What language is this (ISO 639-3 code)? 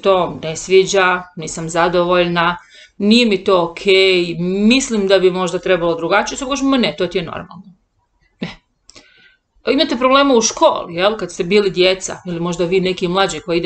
hrv